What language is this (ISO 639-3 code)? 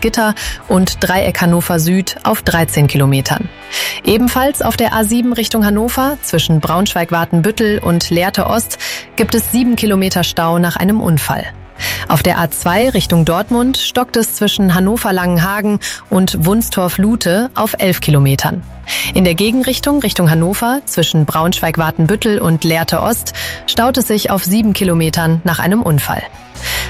deu